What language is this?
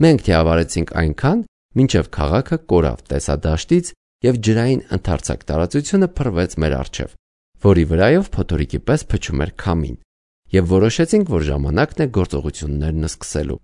Armenian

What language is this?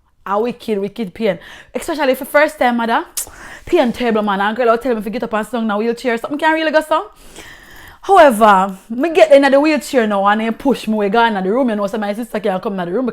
Jamaican Creole English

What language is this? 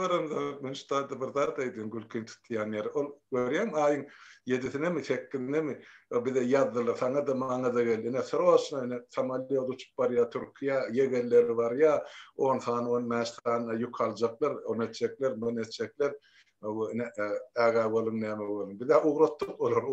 Turkmen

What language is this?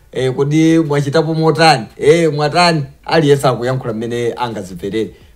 Nyanja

